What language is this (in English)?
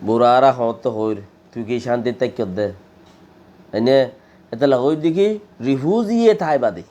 Rohingya